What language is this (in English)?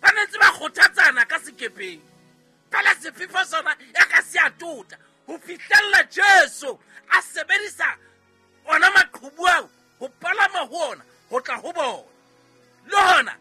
Southern Sotho